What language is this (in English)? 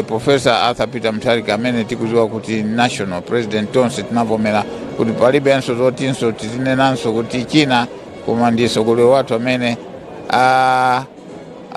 Nyanja